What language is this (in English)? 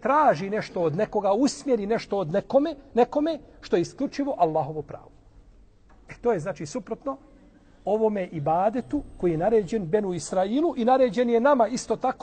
Bosnian